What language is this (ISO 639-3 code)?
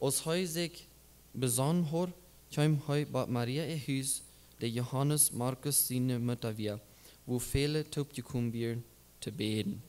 pdt